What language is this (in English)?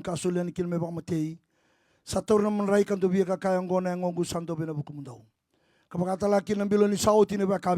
Fijian